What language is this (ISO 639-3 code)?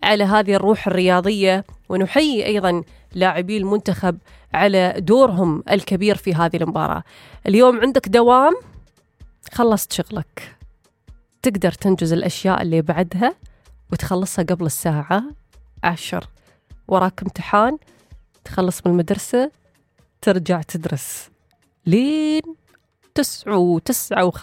afb